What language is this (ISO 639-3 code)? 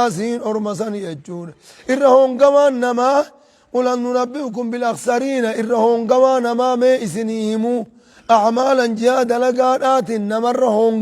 orm